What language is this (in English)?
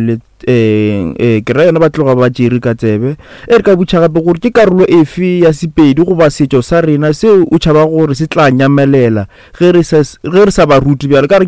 Northern Sotho